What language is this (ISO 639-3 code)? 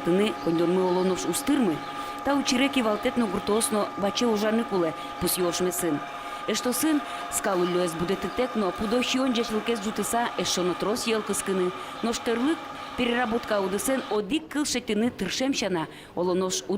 udm